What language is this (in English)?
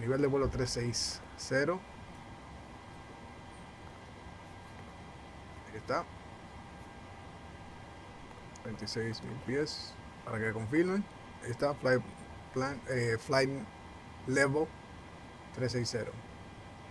Spanish